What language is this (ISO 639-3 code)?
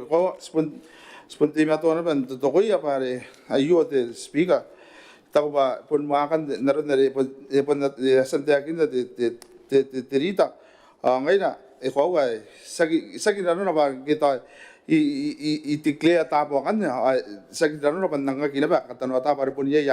gil